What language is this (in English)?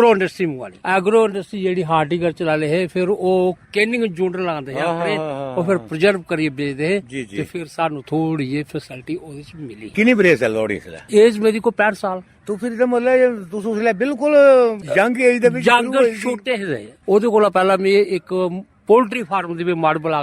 Dogri